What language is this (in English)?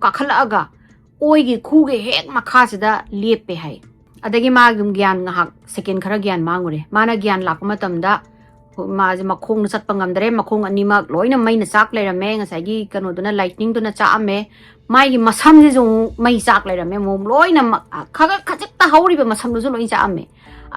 Manipuri